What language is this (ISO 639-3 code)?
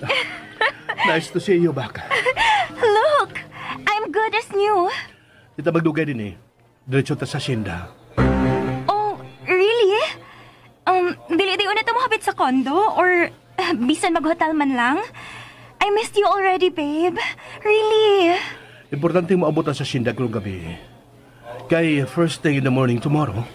ceb